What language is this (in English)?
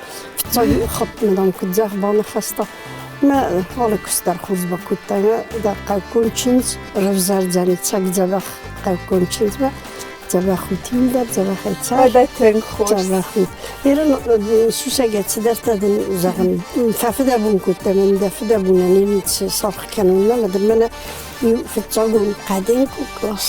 Ossetic